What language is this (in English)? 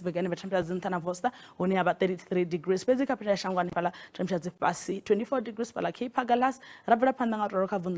Venda